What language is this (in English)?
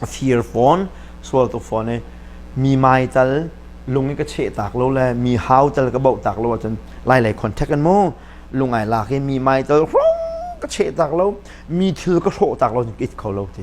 Hakha Chin